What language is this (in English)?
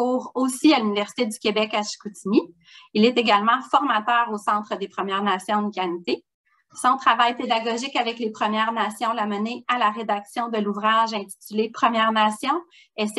French